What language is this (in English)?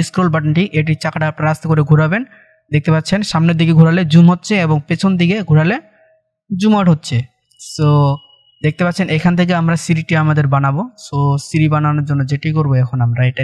Bangla